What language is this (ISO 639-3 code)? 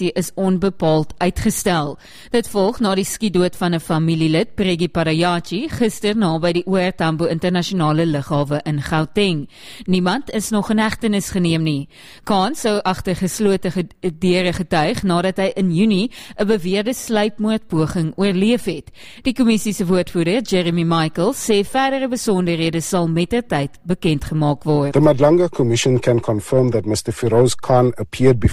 afr